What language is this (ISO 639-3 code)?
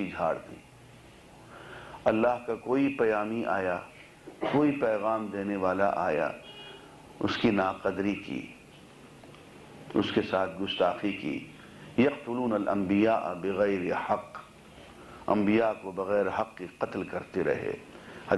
urd